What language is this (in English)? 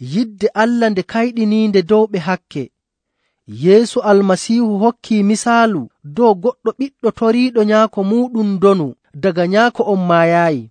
Nigerian Fulfulde